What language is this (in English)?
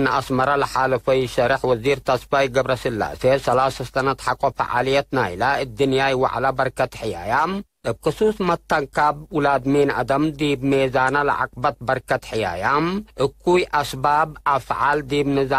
Tigre